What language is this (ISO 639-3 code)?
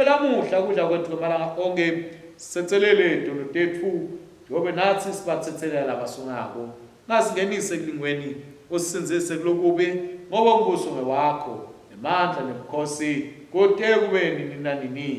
ssw